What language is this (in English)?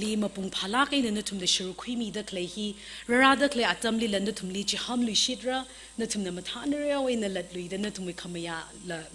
Tangkhul Naga (India)